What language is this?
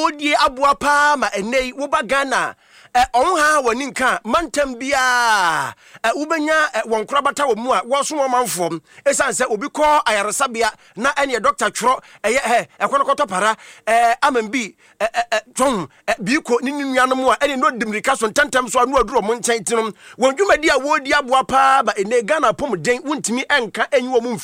Akan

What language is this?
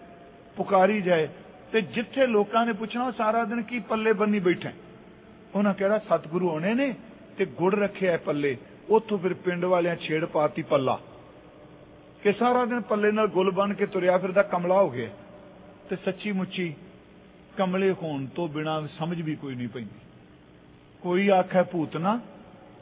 Punjabi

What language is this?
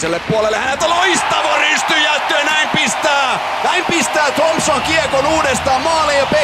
Finnish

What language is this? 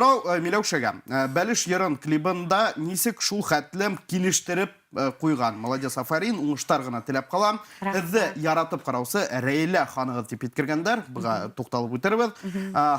Bashkir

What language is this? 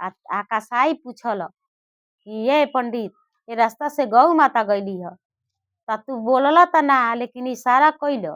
Bhojpuri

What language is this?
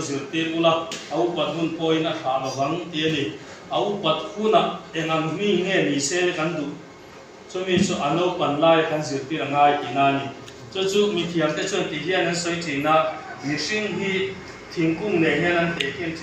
Mizo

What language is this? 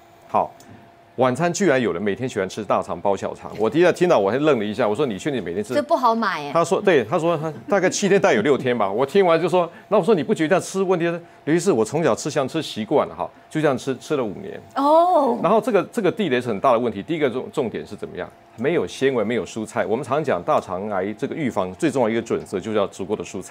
Chinese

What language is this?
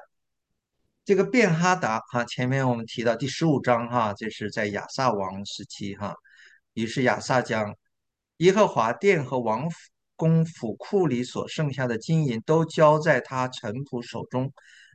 Chinese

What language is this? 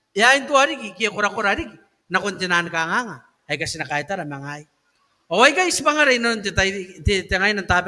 Gilbertese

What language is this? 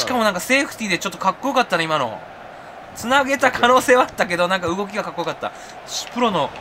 Japanese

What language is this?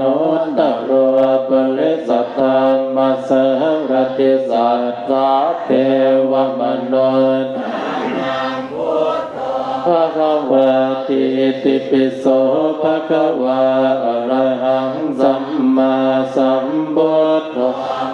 Pali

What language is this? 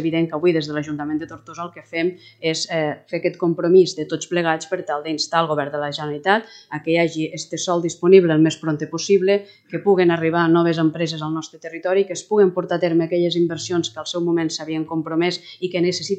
Catalan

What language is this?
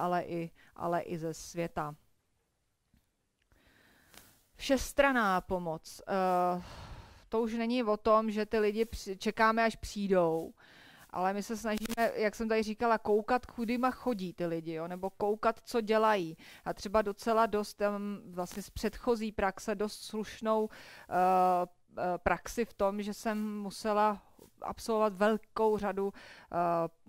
Czech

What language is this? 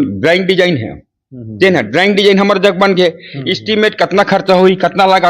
Chhattisgarhi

